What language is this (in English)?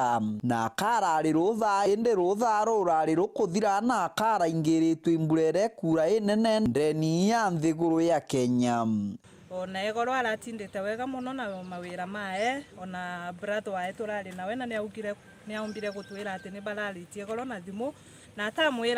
Meru